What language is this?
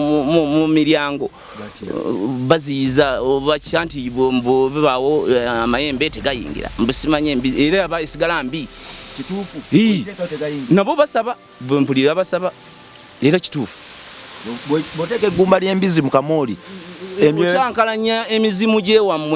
Ganda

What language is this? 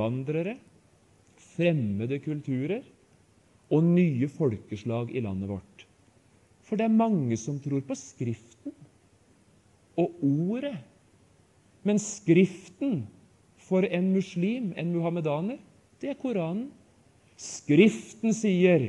Norwegian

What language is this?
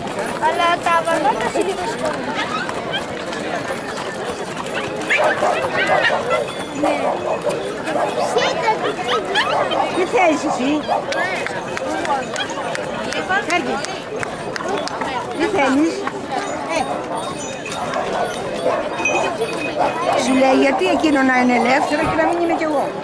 Greek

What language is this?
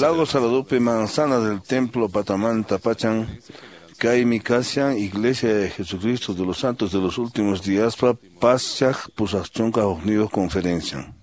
Quechua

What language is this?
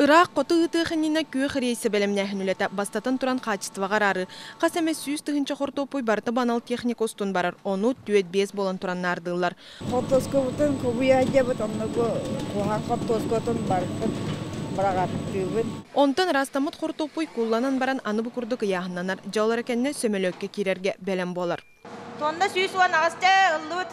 Yakut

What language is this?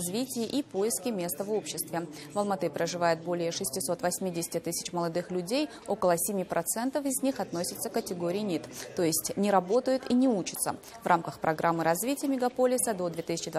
Russian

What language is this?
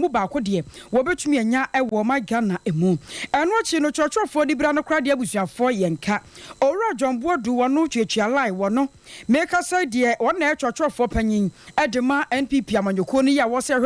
Akan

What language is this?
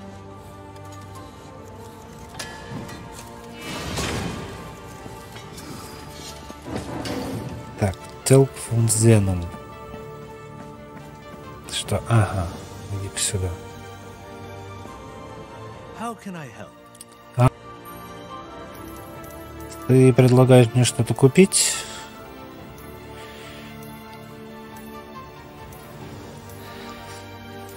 Russian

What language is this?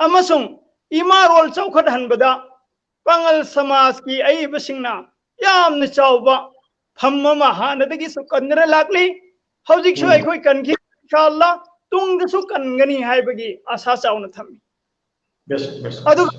Manipuri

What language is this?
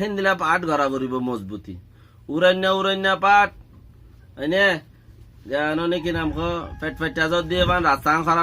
Rohingya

